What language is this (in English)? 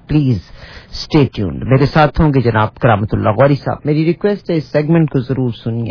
Urdu